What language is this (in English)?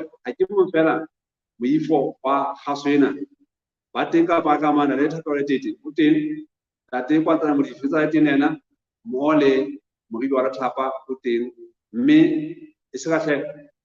Southern Sotho